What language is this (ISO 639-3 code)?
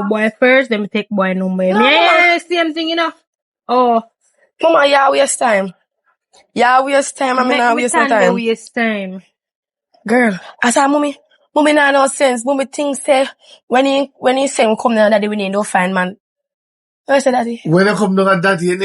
jam